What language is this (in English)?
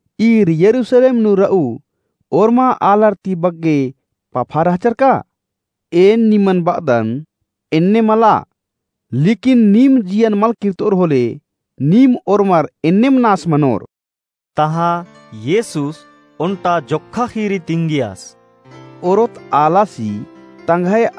Kurukh